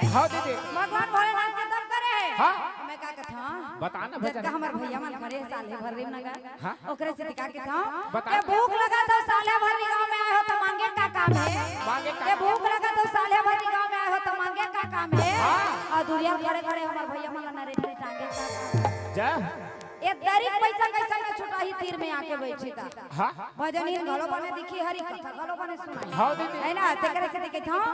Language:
Chhattisgarhi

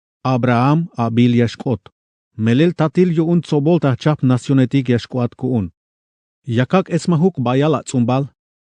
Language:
Tzeltal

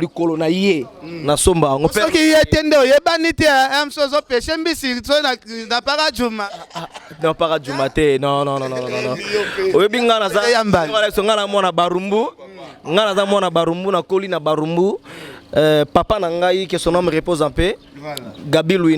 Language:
Lingala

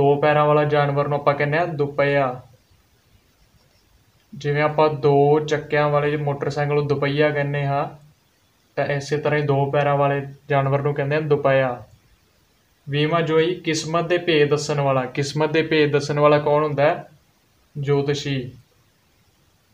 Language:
Punjabi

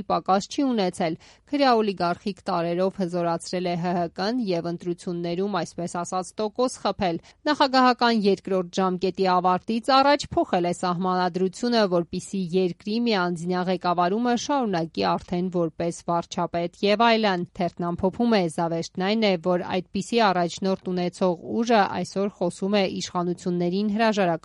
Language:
Armenian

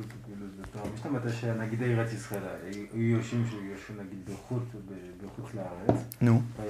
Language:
Hebrew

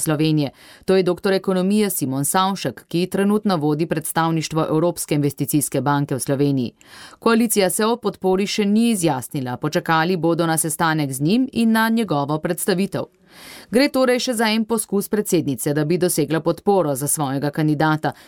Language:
Slovenian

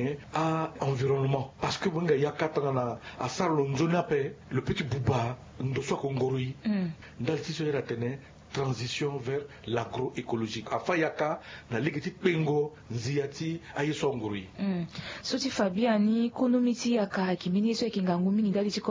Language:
Sango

